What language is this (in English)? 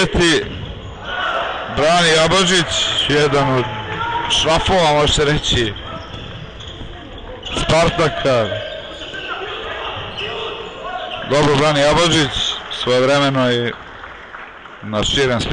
Serbian